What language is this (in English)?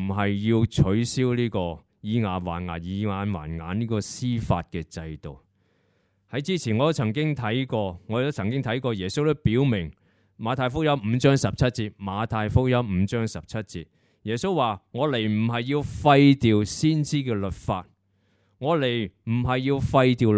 Cantonese